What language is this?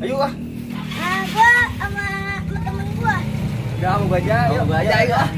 Betawi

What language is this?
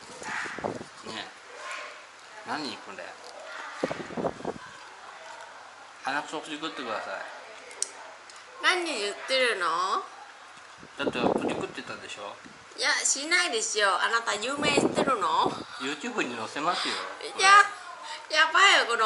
Japanese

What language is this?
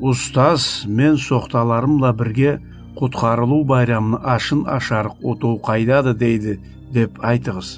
Karachay-Balkar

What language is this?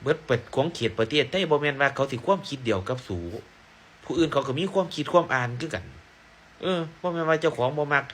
Northeastern Thai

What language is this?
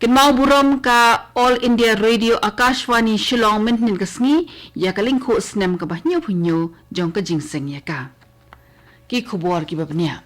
Khasi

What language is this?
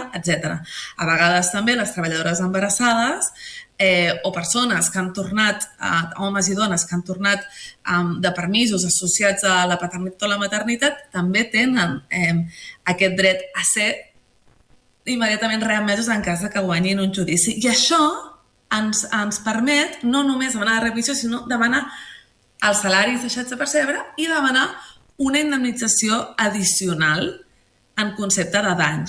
Catalan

